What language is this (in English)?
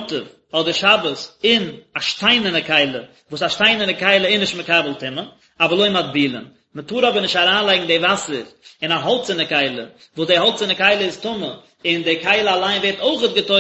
Yiddish